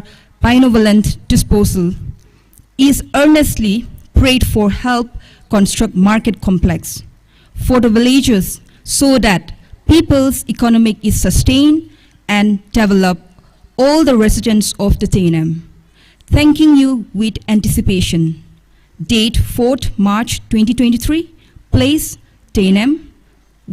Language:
Tangkhul Naga (India)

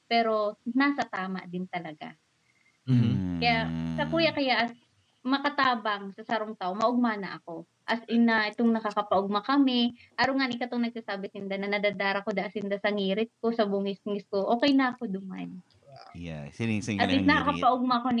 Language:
Bikol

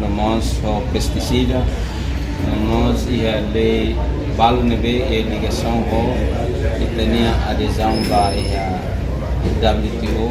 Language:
Tetum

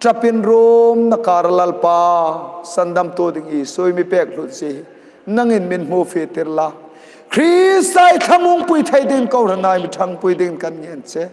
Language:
Hmar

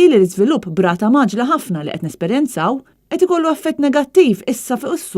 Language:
Maltese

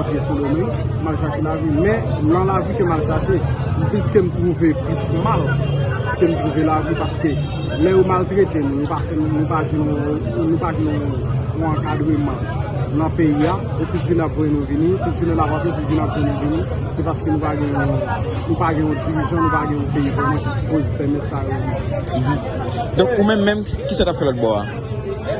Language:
Haitian Creole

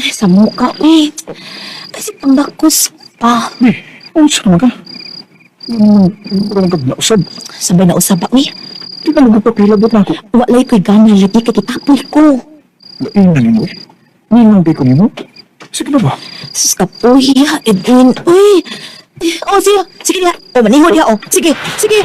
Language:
Cebuano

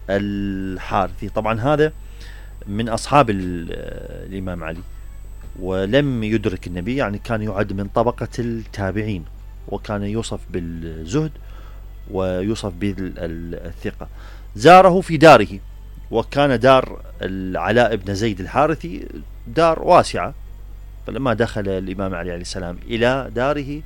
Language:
Mesopotamian Arabic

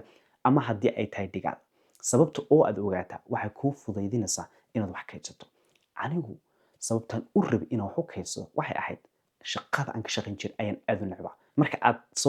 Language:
Somali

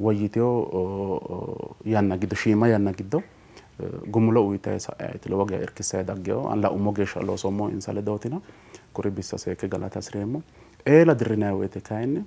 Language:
Sidamo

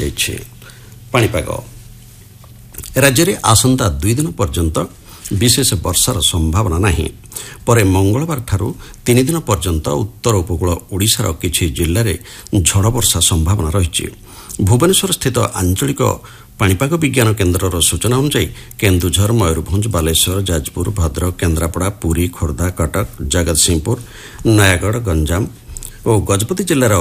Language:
Odia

